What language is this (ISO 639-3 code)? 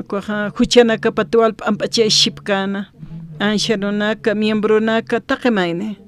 aym